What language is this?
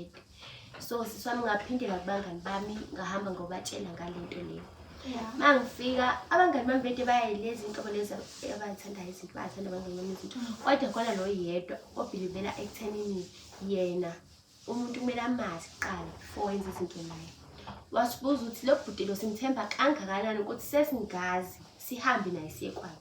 Zulu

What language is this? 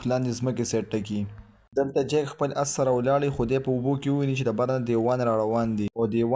Pashto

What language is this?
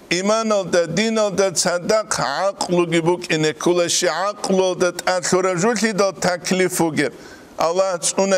Avaric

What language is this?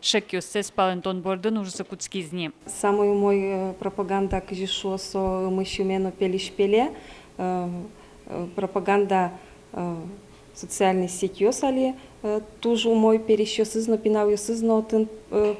Udmurt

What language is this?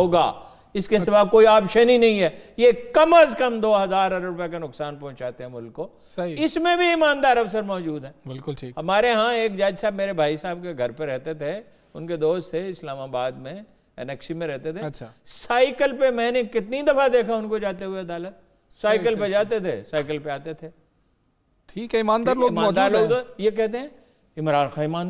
Urdu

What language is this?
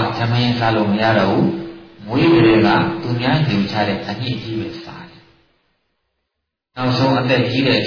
Burmese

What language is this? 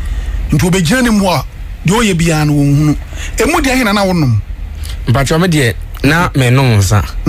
Akan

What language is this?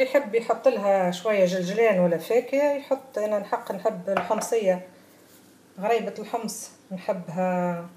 Tunisian Arabic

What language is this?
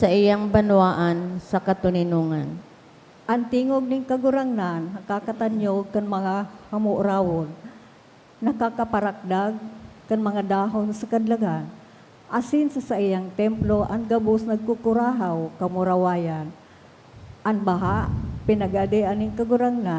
Bikol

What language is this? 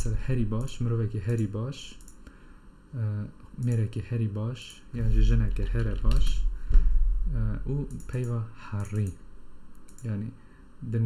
Kurdish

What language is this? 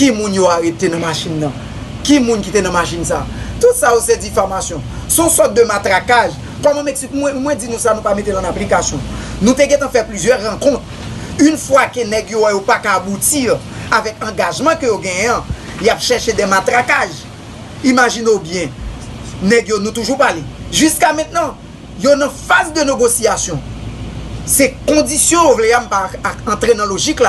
Haitian Creole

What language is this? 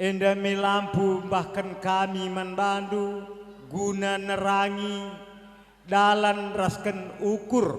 Batak Karo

